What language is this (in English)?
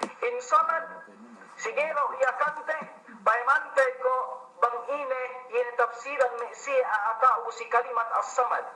Yakan